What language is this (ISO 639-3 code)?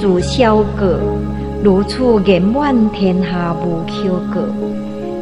nan